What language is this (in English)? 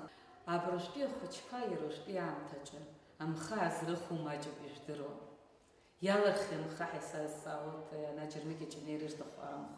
Abkhazian